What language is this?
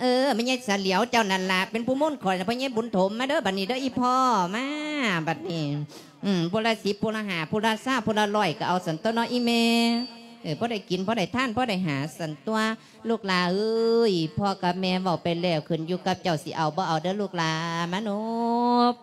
Lao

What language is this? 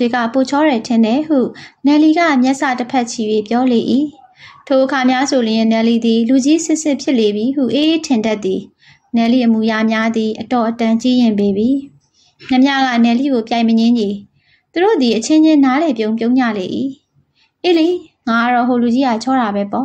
Burmese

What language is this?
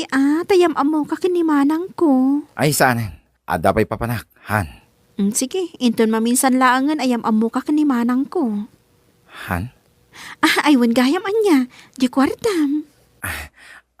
Iloko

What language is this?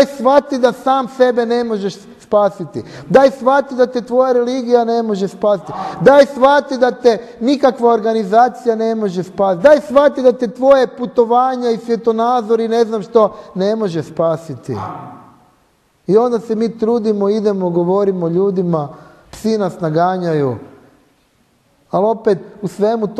Croatian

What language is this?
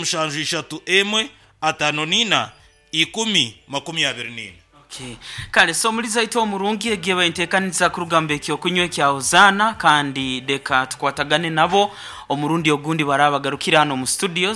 Nyankole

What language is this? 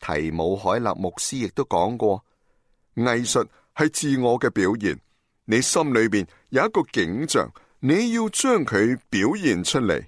Cantonese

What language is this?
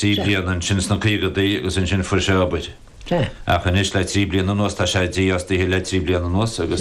Irish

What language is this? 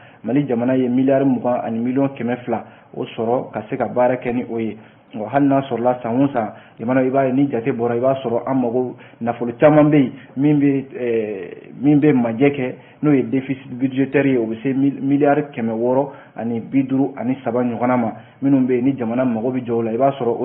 Bambara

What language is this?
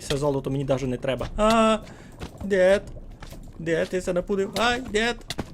Rusyn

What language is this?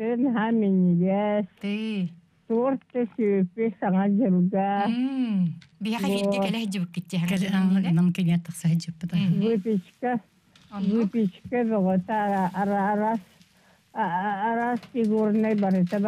Yakut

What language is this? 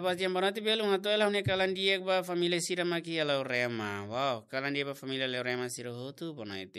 Tetum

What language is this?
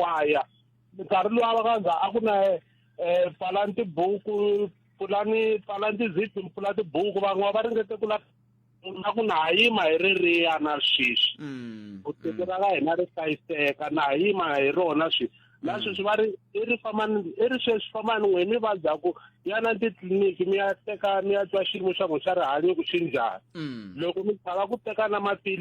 Tsonga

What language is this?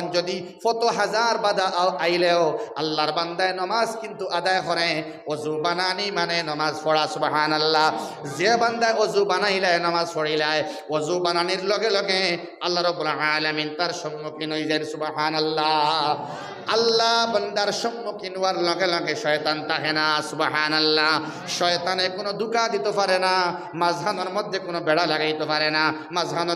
Sylheti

